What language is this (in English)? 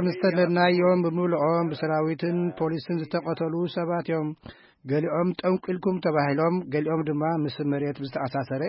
Tigrinya